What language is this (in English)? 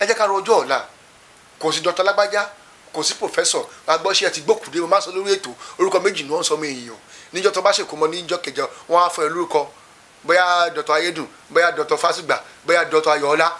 Yoruba